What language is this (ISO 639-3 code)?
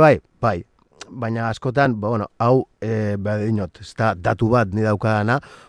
eus